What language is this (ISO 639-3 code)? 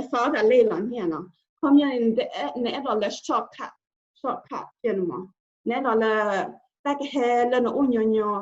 ksw